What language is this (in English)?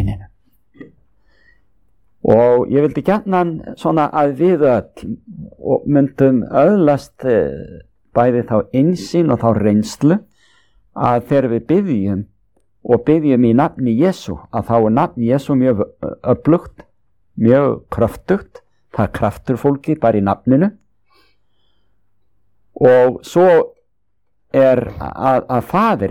Icelandic